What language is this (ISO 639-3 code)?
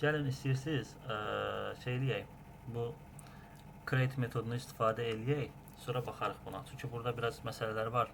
aze